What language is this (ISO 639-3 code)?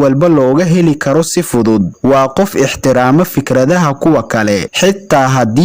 som